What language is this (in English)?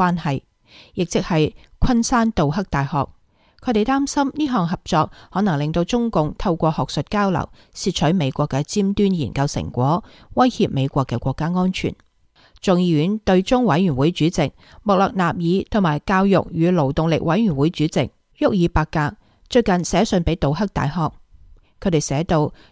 Cantonese